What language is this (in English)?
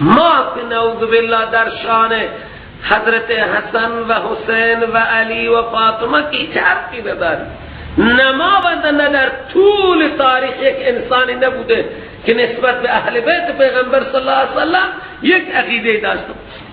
Persian